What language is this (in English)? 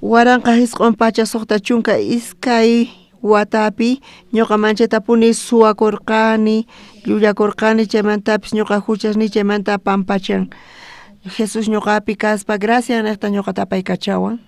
South Bolivian Quechua